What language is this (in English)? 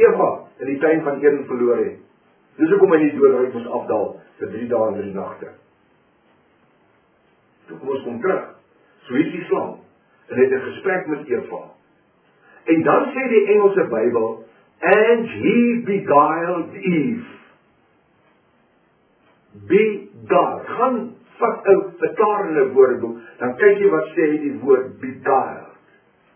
Afrikaans